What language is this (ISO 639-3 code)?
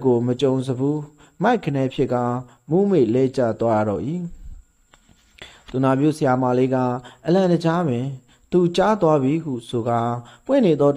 mya